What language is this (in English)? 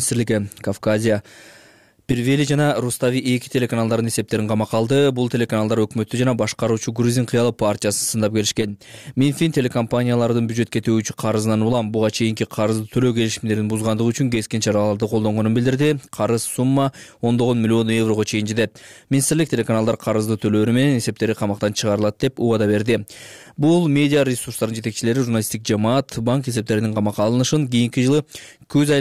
Kyrgyz